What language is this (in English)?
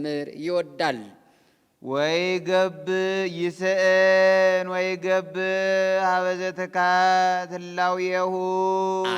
Amharic